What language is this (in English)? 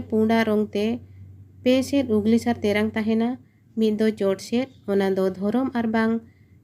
Santali